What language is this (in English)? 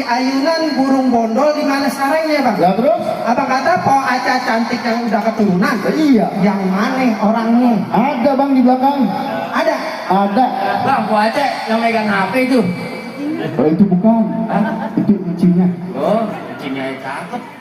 Betawi